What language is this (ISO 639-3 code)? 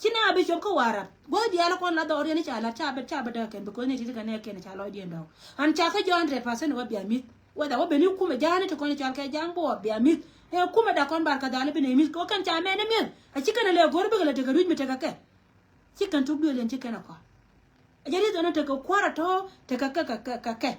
nus